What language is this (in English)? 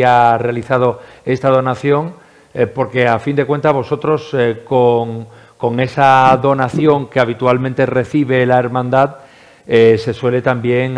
Spanish